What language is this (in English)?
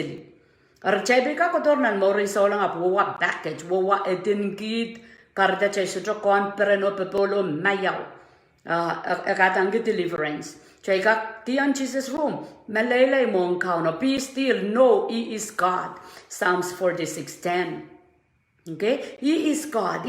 Pohnpeian